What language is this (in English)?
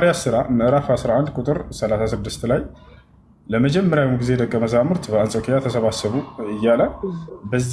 Amharic